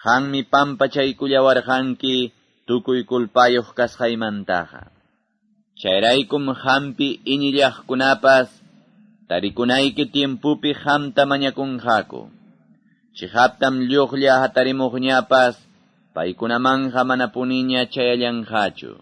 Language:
Quechua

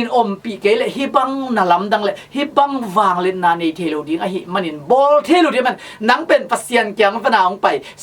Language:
Tedim Chin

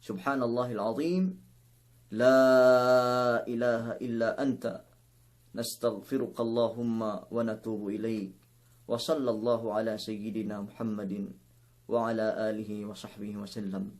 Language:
Yakan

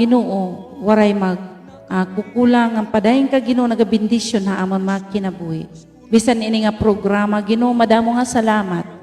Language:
Waray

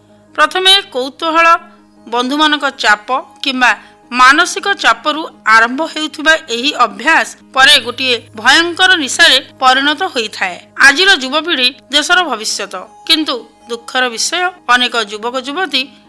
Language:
Odia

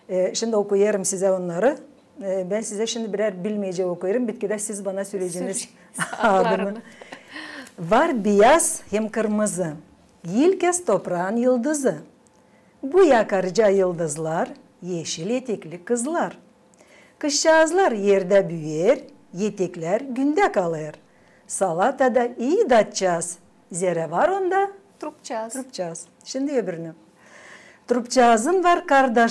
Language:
Gagauz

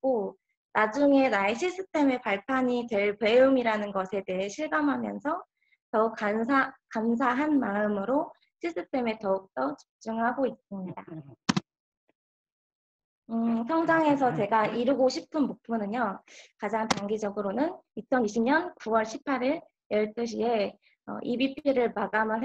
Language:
Korean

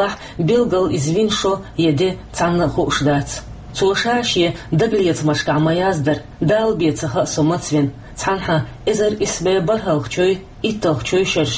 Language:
Chechen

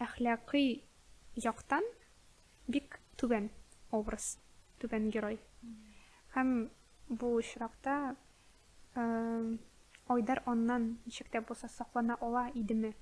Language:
Tatar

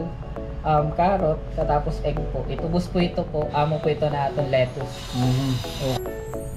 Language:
Waray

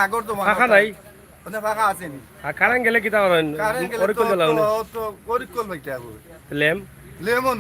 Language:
Sylheti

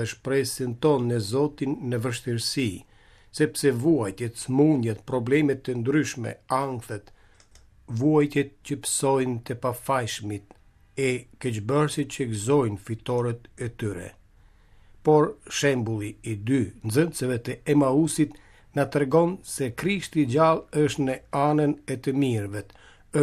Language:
Albanian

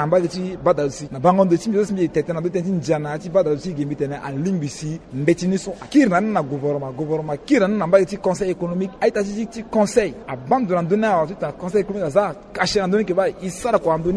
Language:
Sango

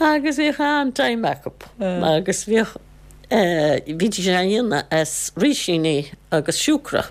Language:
Irish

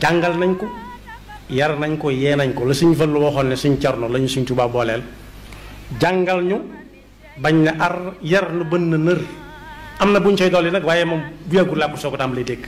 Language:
Wolof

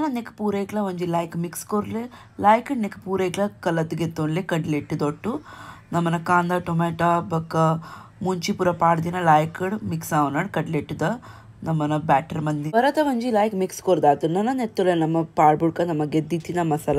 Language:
Tulu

